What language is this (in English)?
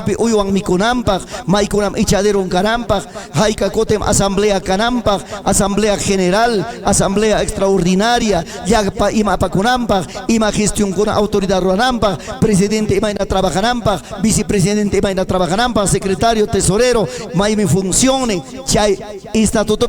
Ayacucho Quechua